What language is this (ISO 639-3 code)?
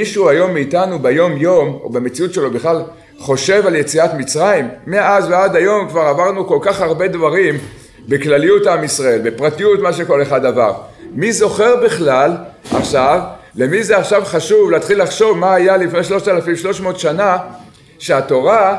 heb